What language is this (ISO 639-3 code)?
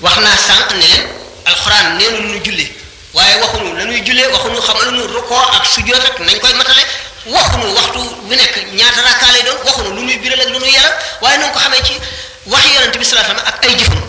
wol